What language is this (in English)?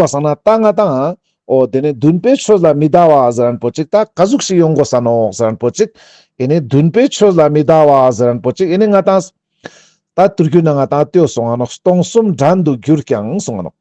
Ladakhi